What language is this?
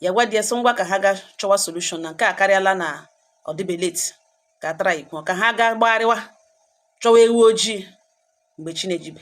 Igbo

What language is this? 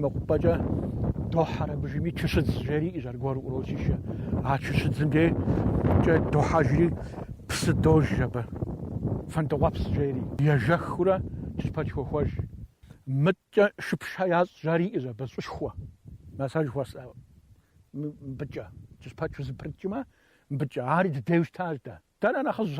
Kabardian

